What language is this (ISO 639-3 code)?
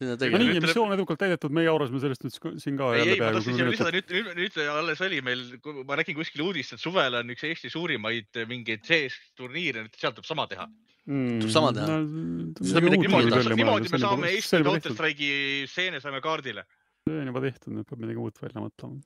est